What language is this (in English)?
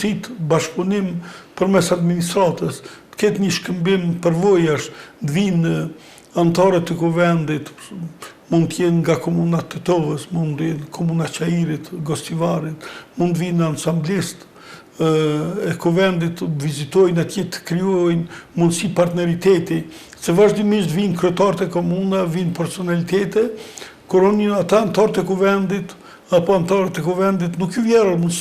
Albanian